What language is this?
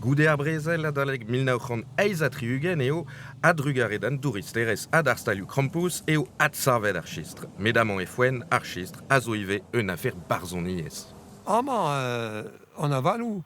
Breton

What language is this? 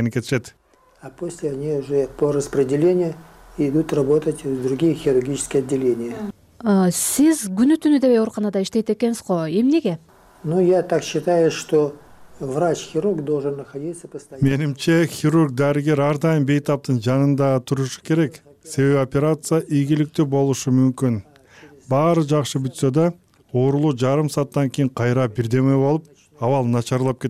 Kyrgyz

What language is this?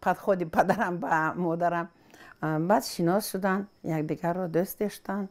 Tajik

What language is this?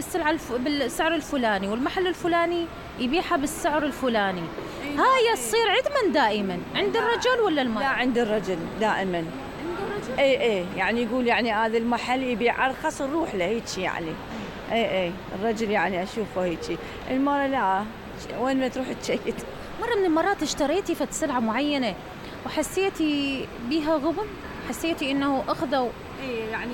Mesopotamian Arabic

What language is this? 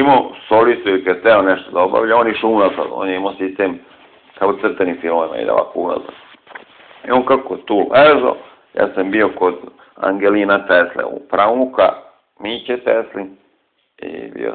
Serbian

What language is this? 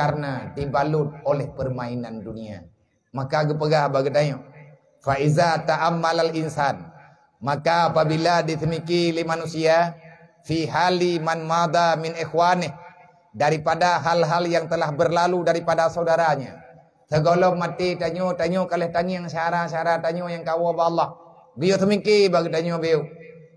Achinese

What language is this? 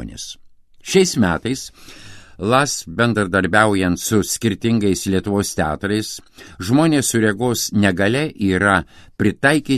Lithuanian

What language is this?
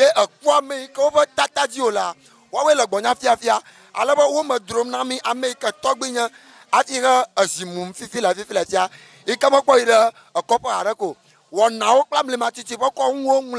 Ewe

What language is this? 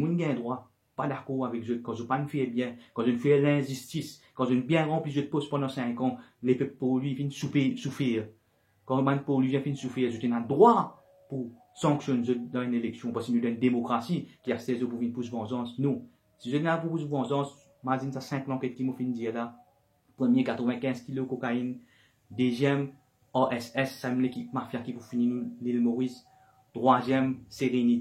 Morisyen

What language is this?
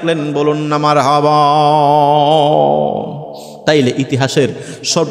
Bangla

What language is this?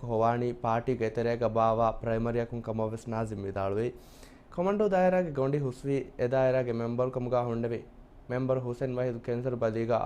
Divehi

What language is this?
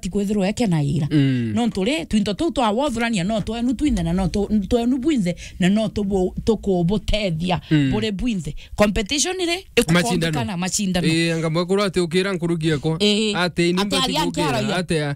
Meru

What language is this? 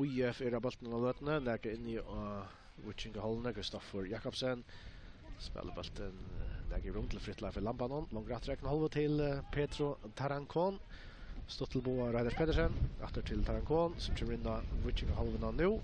Faroese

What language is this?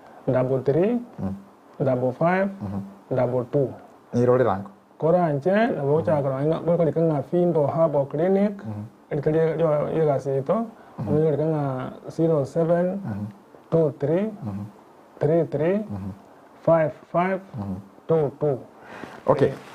Gusii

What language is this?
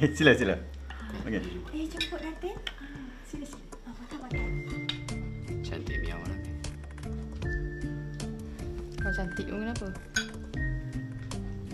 Malay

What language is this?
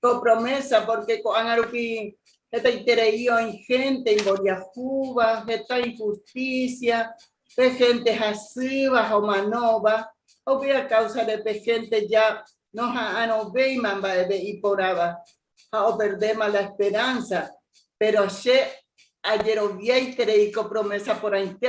Guarani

